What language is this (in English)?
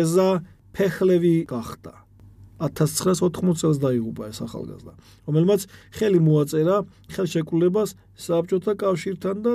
Georgian